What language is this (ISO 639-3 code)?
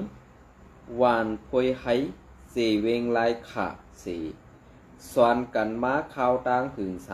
shn